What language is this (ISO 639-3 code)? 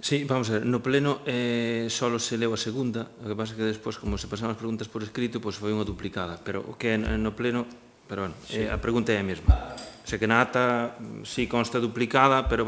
glg